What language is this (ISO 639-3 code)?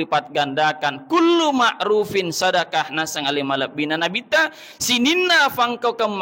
bug